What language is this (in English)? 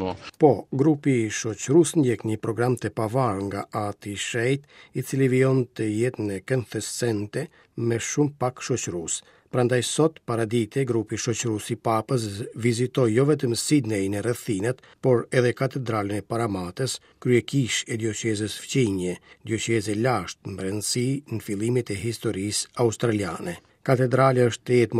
Albanian